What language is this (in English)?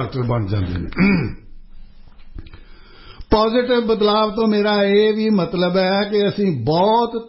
Punjabi